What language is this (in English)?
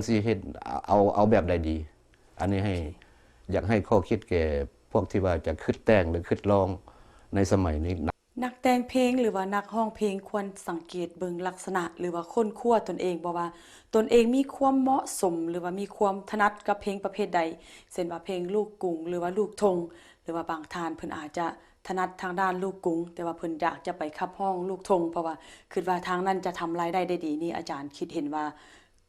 Lao